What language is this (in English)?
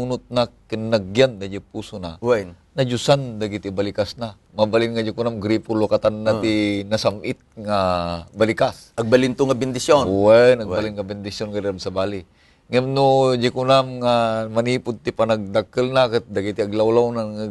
Iloko